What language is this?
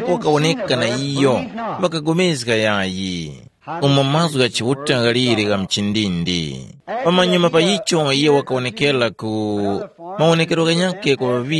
Tumbuka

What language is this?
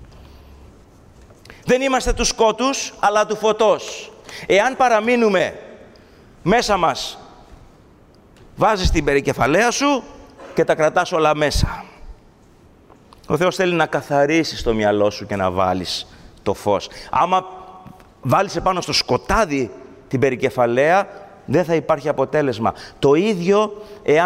Greek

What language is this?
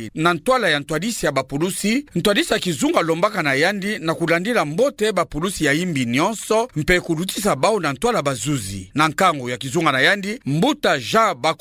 Kituba (Democratic Republic of Congo)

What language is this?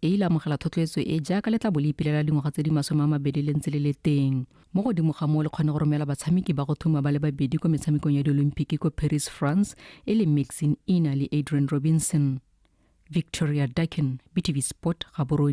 Tswana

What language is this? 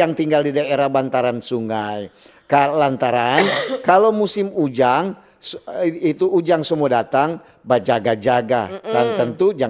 Manado Malay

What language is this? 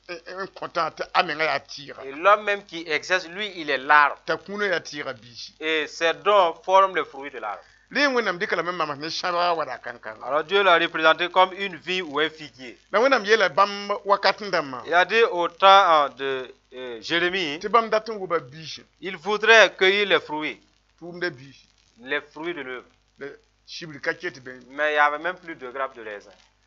Mossi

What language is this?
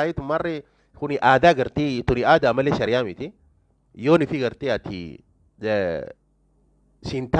Oromo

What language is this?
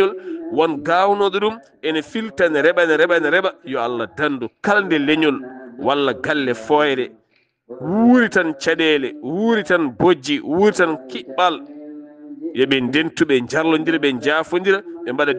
Fula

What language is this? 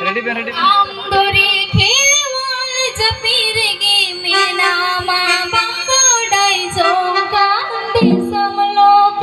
Santali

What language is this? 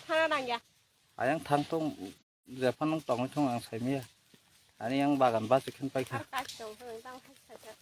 Kok Borok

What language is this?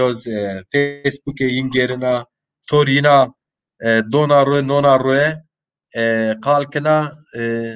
Zaza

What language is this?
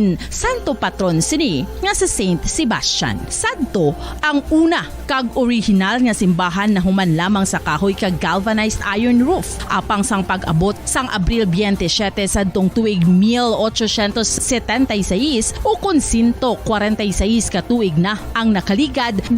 Hiligaynon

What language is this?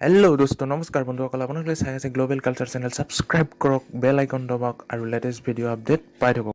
Assamese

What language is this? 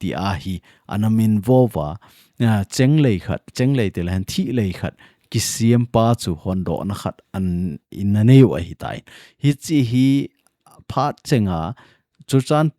Thado Chin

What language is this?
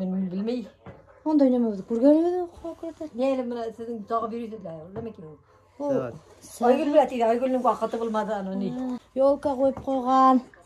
Bashkir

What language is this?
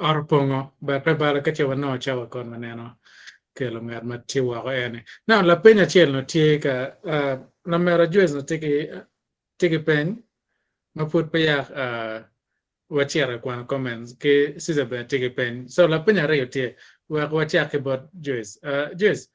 Acoli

